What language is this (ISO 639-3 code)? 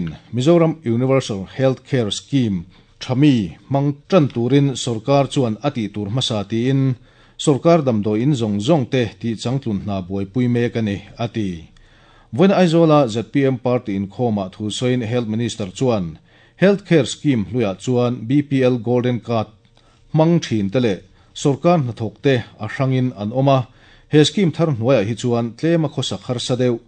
lus